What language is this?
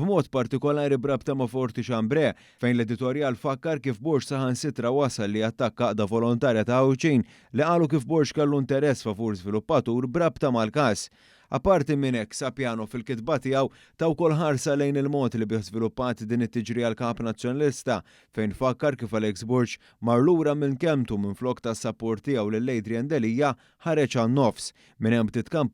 Maltese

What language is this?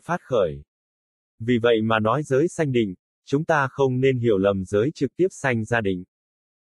Vietnamese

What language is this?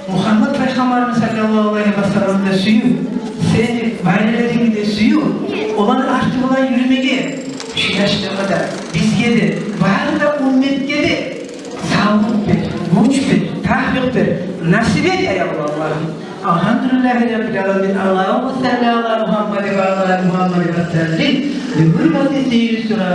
Kumyk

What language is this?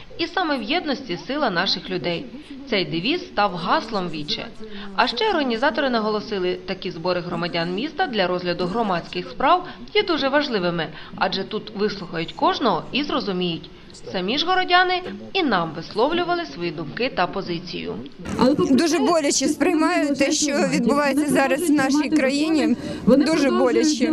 Ukrainian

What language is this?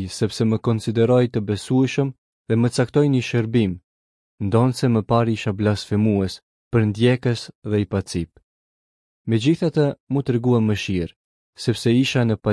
Albanian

